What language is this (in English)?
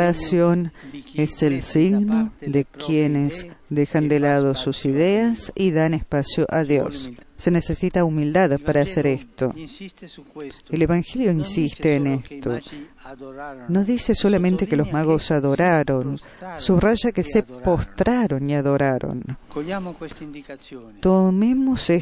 Spanish